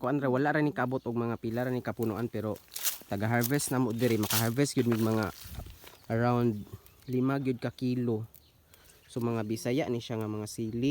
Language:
Cebuano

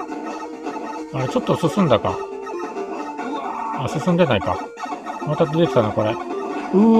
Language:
Japanese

